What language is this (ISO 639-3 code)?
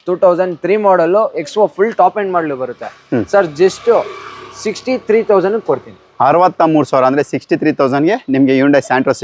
kan